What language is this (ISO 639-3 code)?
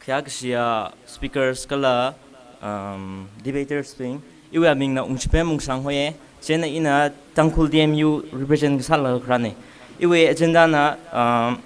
nmf